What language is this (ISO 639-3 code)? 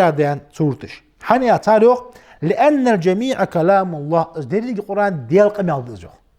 inh